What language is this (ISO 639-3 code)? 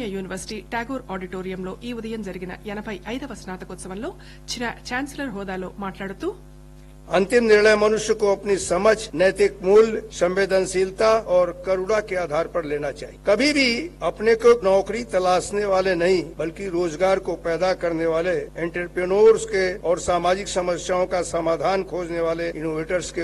tel